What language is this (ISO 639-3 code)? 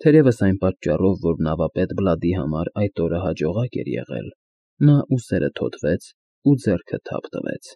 hye